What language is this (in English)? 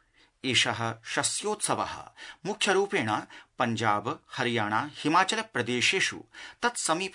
Sanskrit